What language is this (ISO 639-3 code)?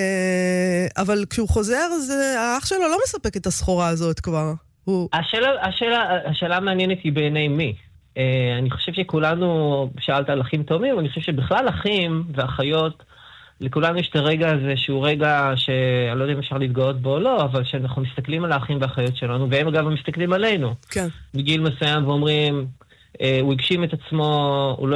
heb